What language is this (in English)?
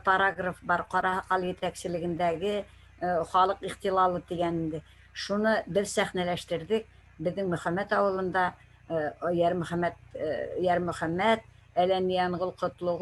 Bashkir